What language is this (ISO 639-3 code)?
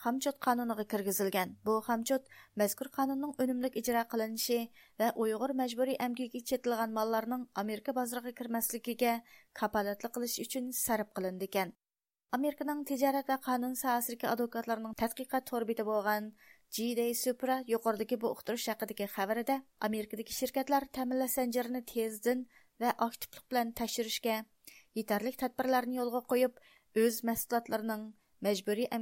uig